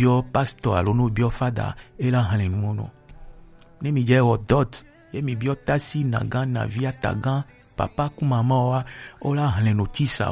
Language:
Gen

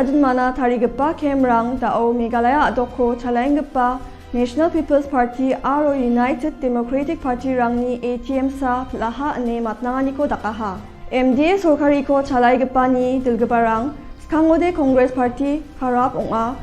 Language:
Garo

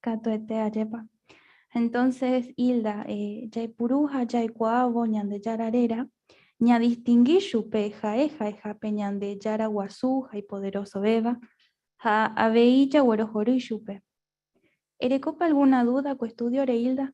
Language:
Guarani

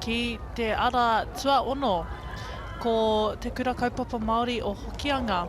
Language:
Māori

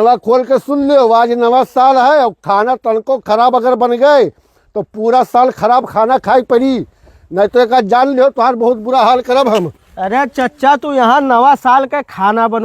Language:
Awadhi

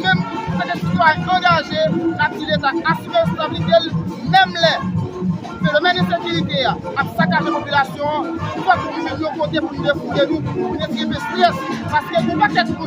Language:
Haitian Creole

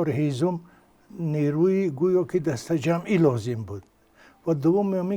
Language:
Tajik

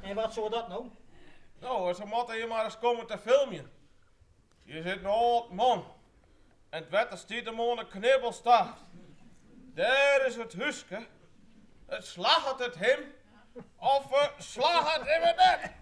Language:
Western Frisian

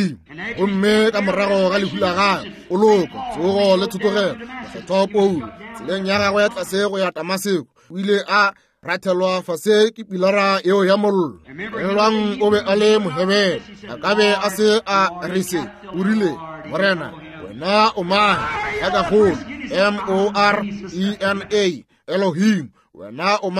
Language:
Northern Sotho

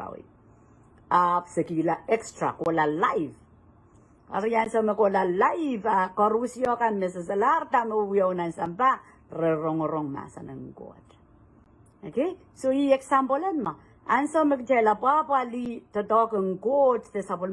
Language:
Pohnpeian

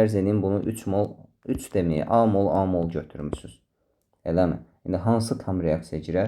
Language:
Azerbaijani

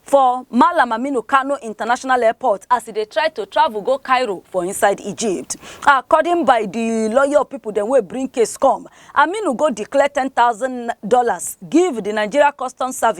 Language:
Nigerian Pidgin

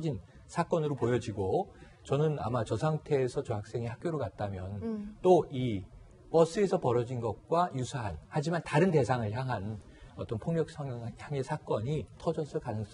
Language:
Korean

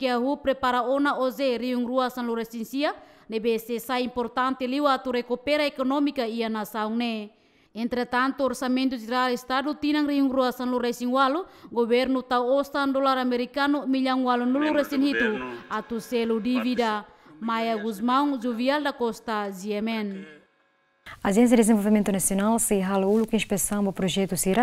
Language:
Tetum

